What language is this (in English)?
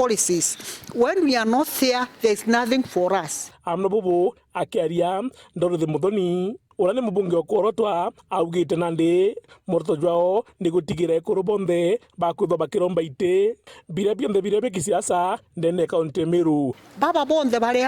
Meru